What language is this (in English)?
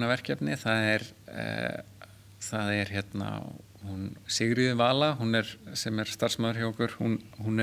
Icelandic